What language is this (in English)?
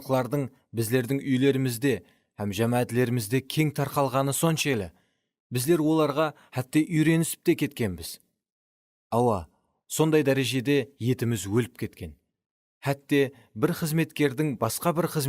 Kara-Kalpak